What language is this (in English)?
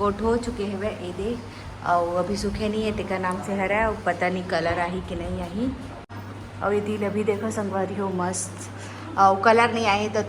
Chhattisgarhi